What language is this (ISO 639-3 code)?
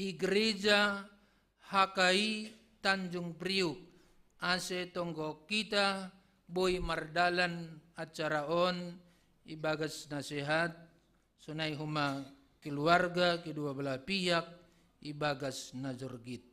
bts